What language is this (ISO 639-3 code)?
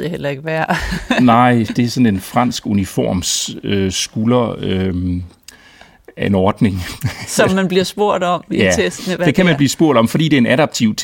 dan